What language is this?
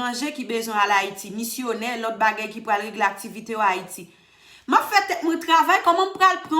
Haitian Creole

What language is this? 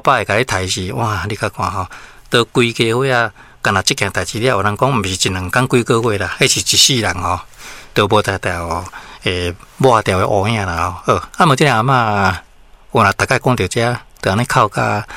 Min Nan Chinese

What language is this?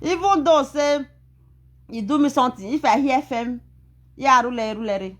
Nigerian Pidgin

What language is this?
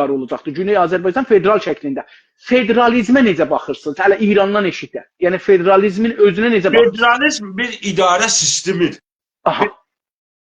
South Azerbaijani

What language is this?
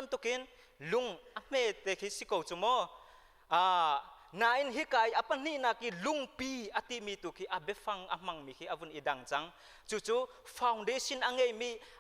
Hakha Chin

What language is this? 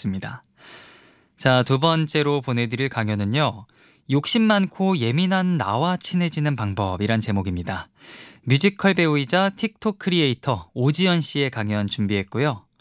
Korean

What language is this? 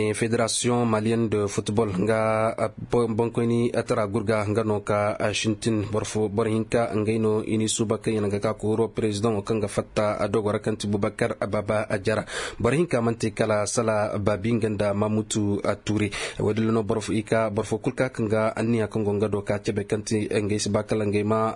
Koyraboro Senni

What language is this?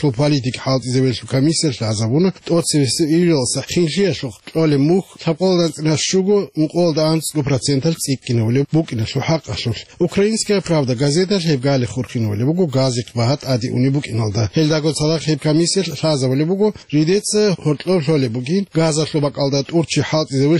Avaric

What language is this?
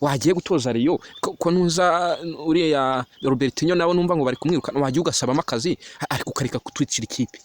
Kinyarwanda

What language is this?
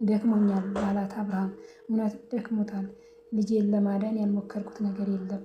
Amharic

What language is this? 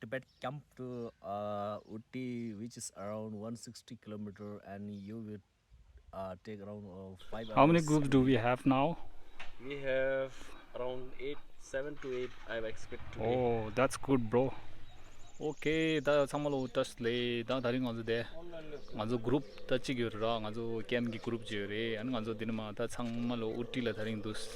Tibetan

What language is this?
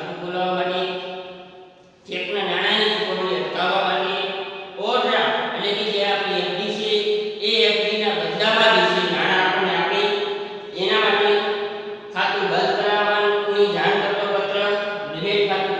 Gujarati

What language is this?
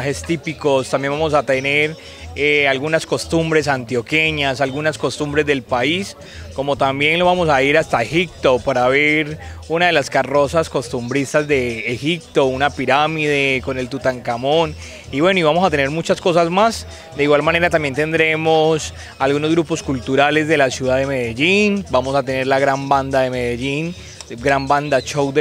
Spanish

